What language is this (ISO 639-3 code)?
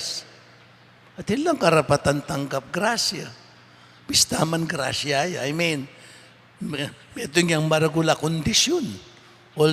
pam